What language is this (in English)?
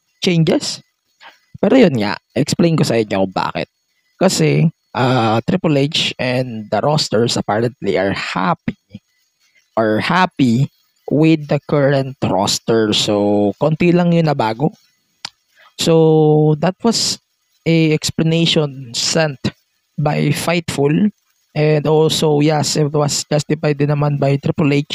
Filipino